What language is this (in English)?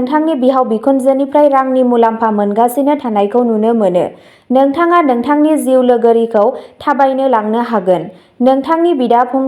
Bodo